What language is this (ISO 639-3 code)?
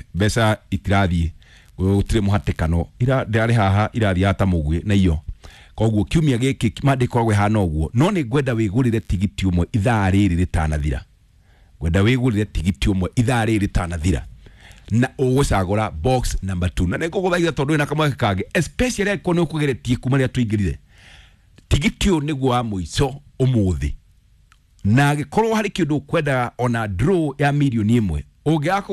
kik